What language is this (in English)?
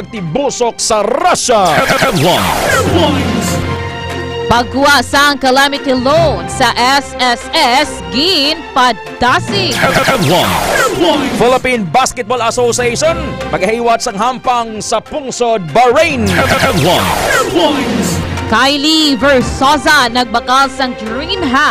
Hiligaynon